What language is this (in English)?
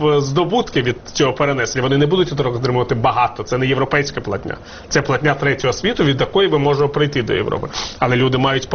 Ukrainian